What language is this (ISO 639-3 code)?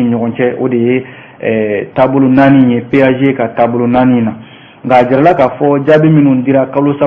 bam